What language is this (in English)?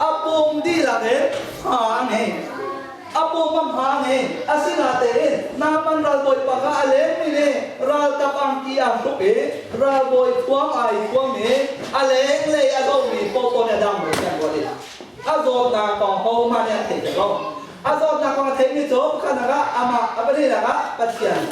Hakha Chin